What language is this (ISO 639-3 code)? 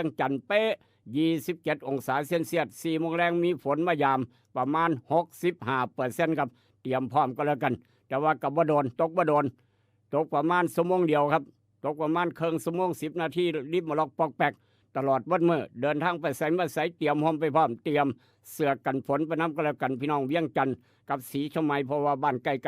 tts